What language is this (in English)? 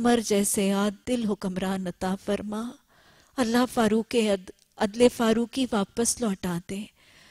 Urdu